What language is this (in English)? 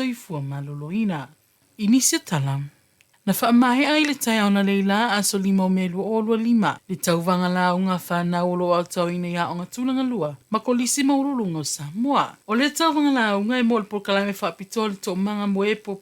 Samoan